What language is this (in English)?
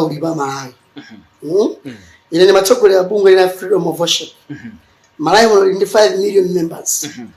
Nyanja